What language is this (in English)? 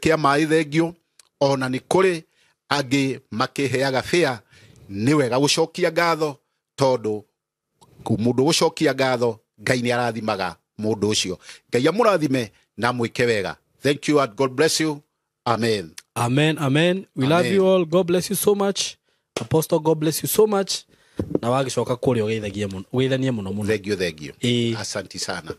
Kikuyu